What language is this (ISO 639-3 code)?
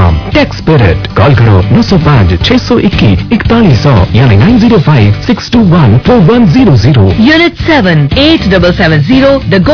pan